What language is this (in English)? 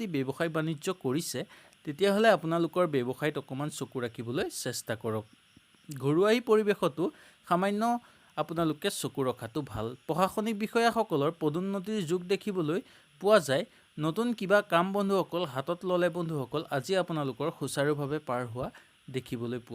Assamese